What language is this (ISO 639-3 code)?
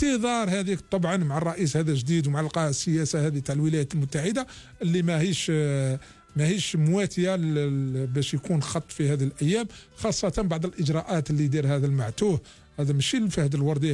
arq